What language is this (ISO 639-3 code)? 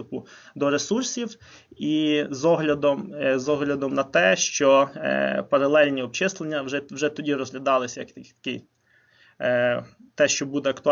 ukr